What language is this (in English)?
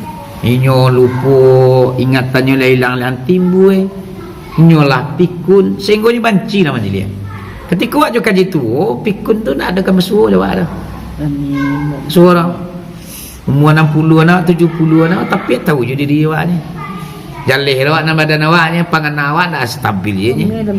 Minangkabau